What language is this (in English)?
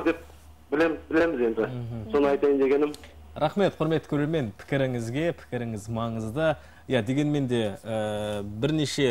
Kazakh